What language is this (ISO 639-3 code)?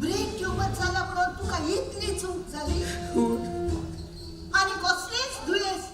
kok